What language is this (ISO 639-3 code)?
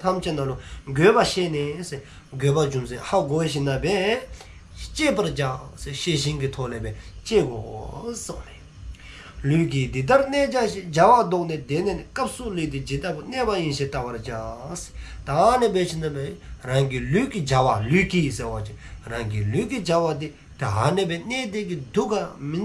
dzo